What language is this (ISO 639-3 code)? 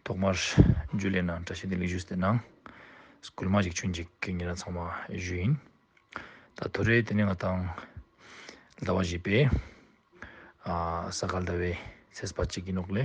lbj